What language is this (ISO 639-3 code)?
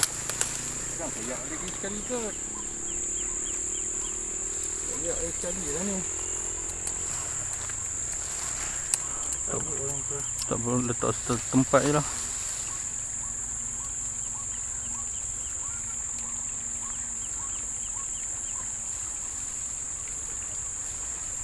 msa